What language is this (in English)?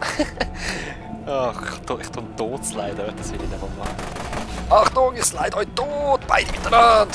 Swiss German